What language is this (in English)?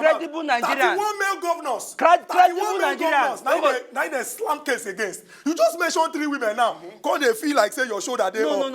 Nigerian Pidgin